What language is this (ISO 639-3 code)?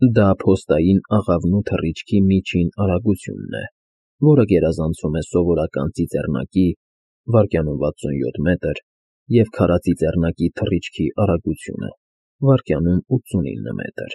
hye